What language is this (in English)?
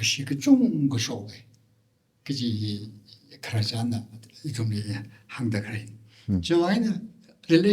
Tangkhul Naga (India)